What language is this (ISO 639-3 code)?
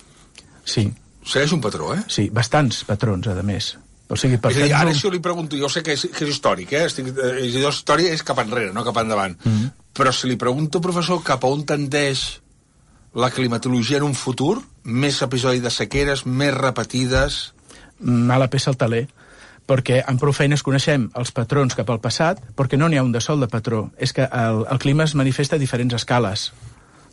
cat